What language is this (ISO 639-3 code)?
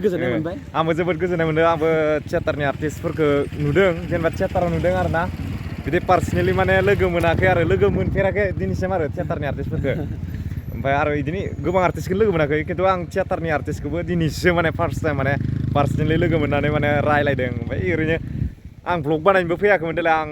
brx